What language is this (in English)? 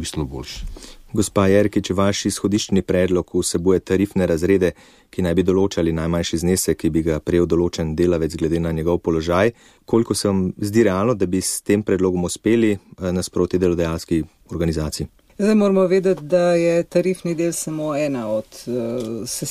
Slovenian